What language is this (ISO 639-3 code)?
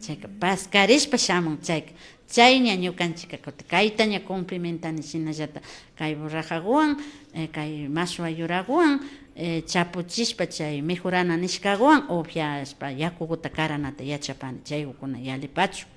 qvi